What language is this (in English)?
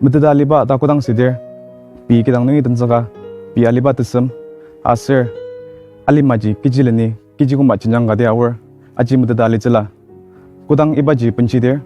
Ao Naga